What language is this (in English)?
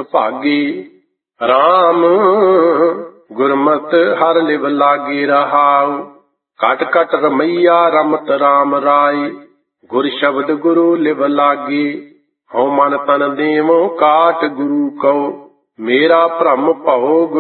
Punjabi